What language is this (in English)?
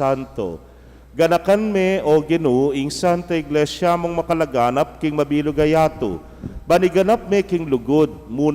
Pampanga